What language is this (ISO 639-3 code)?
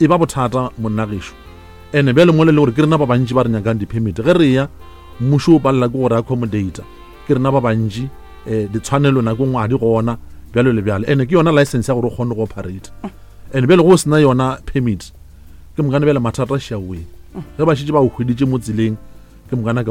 nso